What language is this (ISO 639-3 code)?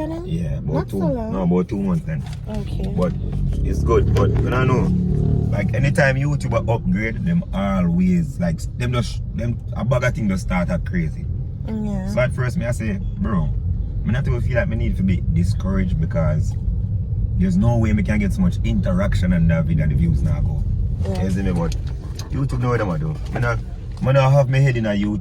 jam